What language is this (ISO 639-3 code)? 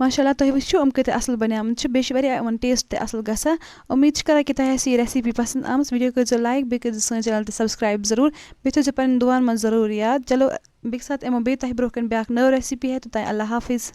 kas